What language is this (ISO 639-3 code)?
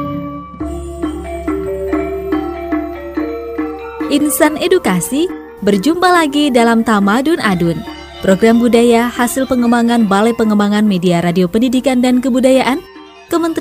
ind